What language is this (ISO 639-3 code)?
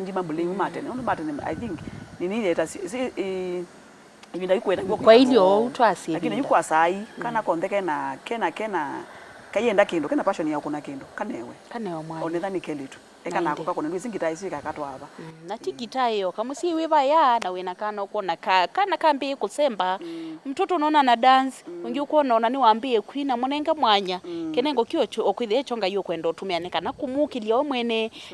kam